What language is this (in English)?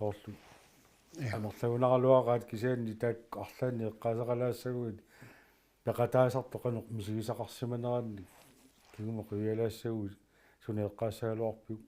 Kalaallisut